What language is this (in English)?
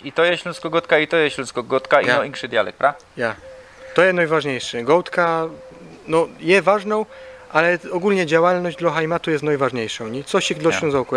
Silesian